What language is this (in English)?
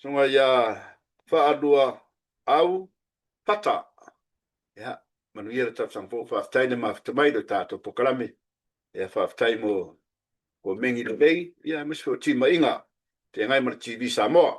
Samoan